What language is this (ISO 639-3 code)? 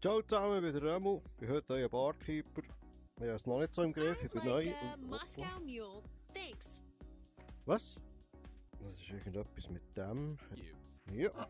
gsw